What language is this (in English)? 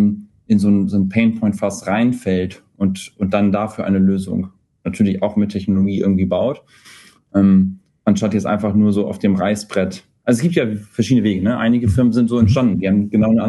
German